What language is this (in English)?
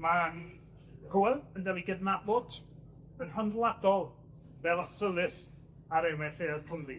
Welsh